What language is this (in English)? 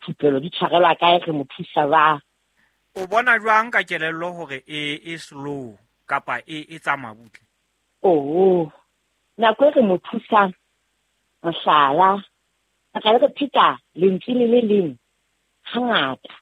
Southern Sotho